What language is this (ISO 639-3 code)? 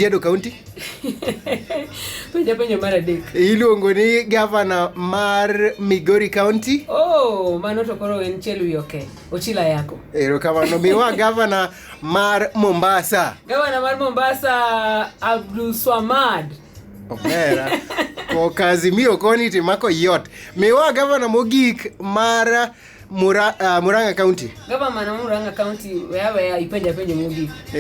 luo